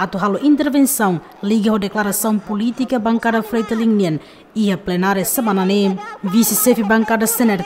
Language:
Tetum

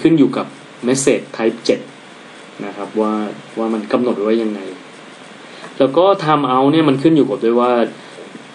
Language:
Thai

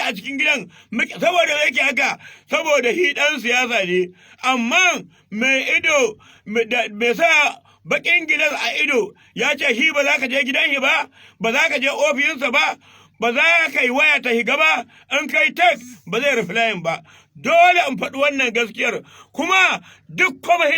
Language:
Hausa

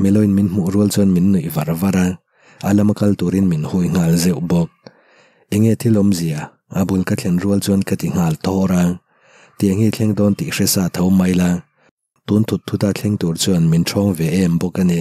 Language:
Mizo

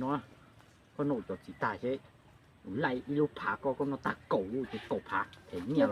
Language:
Hmong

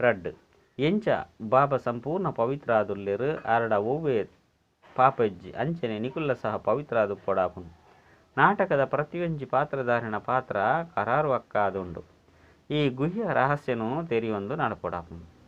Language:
Tulu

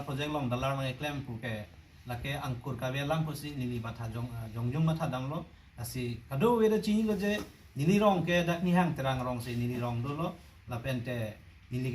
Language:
Karbi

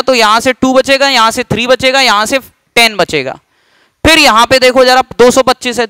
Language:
Hindi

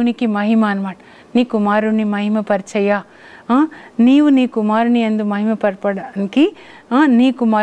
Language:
Telugu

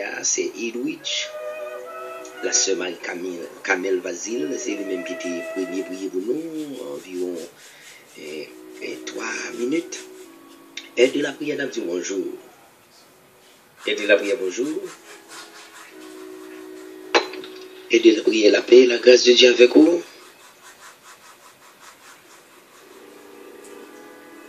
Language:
French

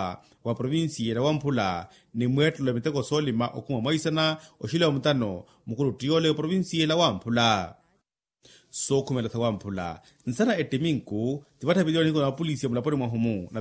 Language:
Makhuwa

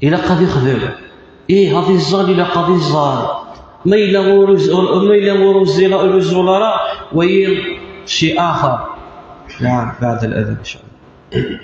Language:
Kabyle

